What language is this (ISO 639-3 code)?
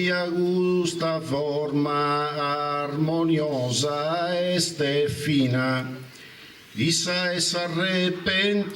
srd